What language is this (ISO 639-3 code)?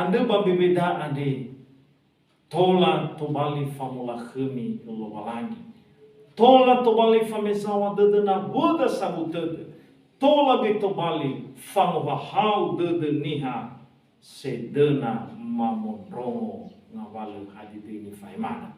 nia